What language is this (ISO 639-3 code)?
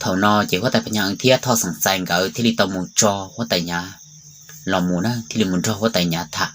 hmn